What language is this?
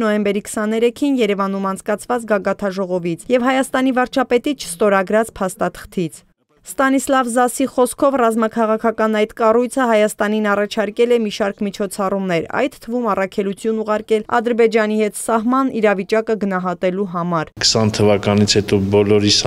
Armenian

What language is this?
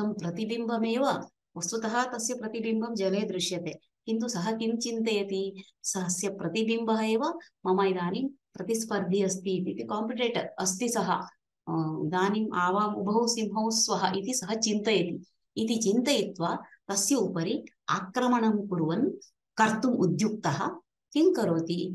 Sanskrit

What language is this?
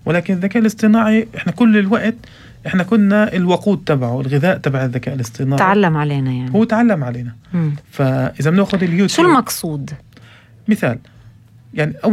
North Levantine Arabic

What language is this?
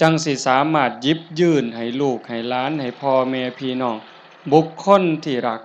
Northeastern Thai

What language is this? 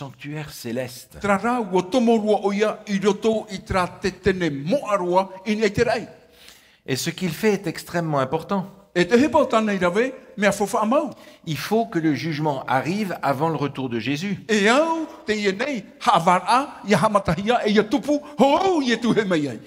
Tahitian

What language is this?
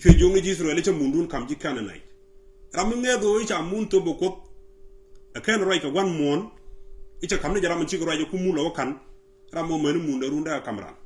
Nuer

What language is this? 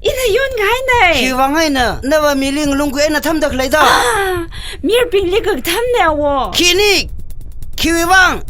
Tangkhul Naga (India)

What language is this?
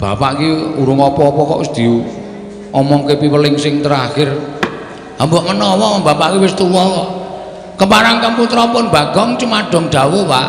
Javanese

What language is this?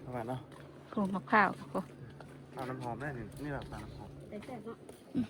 Northeastern Thai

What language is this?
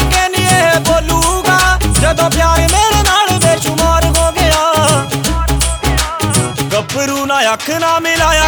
Punjabi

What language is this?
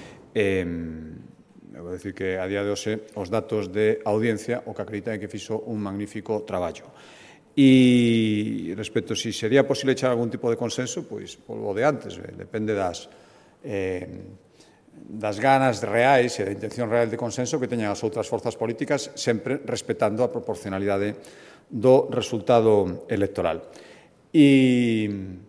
Galician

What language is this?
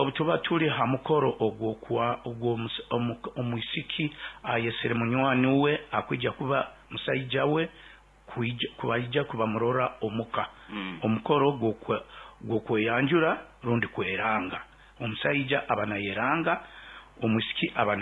Nyoro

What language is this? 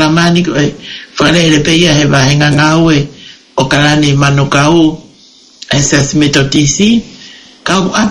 Tongan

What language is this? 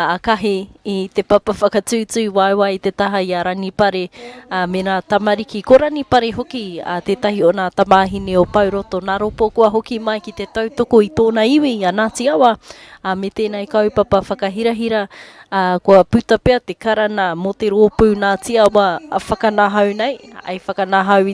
Māori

